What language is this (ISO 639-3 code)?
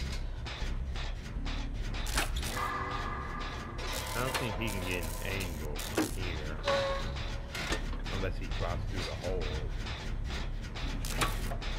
eng